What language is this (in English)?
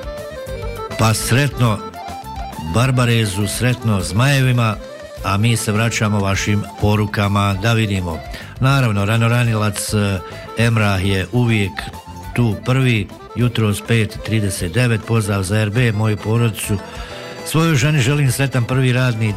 Bosnian